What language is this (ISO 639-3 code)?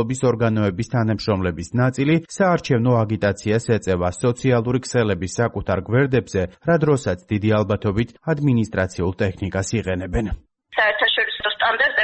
kat